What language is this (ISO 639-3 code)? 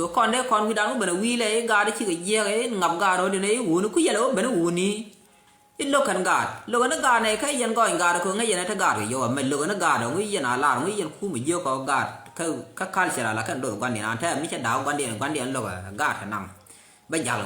nus